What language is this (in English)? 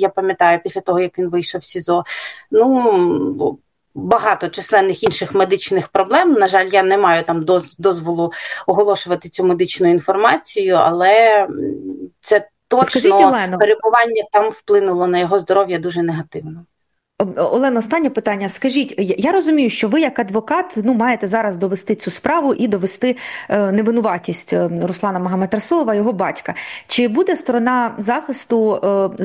Ukrainian